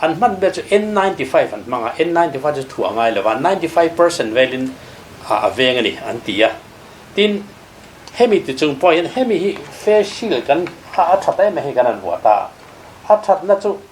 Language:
Mizo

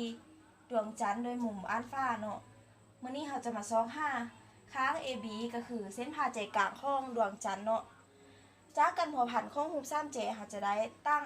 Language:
Lao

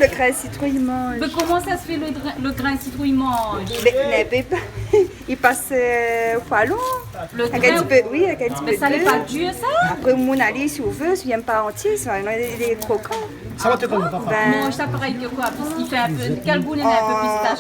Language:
Réunion Creole French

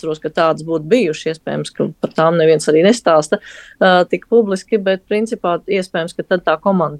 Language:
Latvian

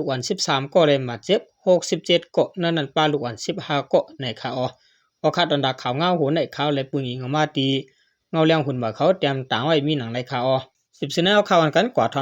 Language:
Shan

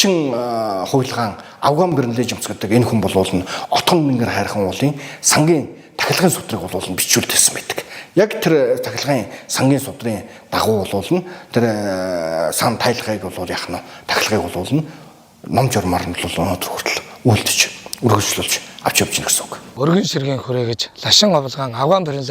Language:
Mongolian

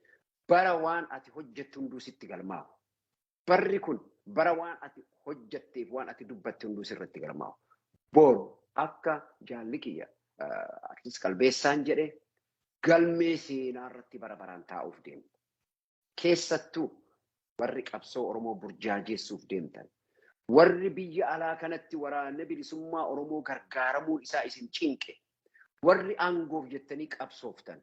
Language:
Oromo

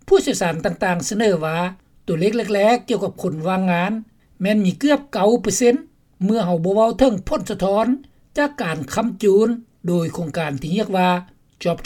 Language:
Lao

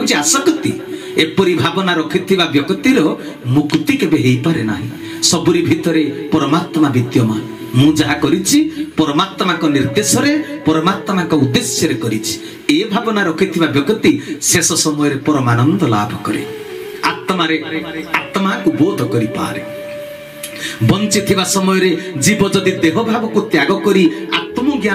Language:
Odia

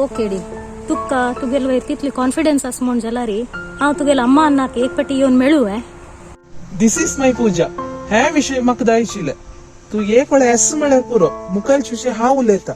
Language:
Konkani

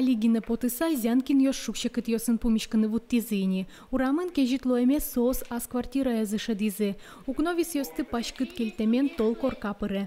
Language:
Udmurt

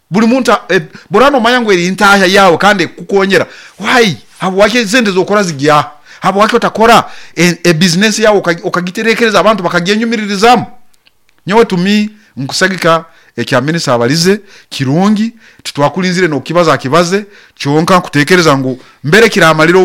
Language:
Nyoro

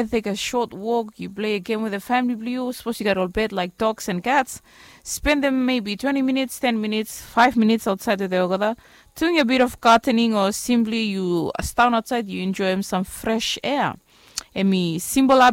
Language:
Bislama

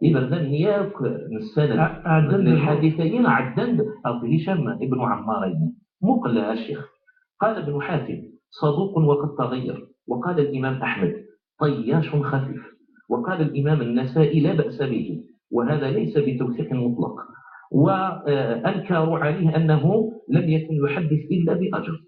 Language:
Kabyle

